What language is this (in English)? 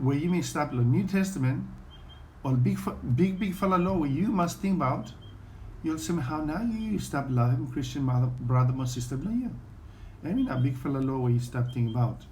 Bislama